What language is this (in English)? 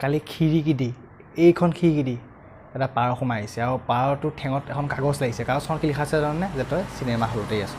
Assamese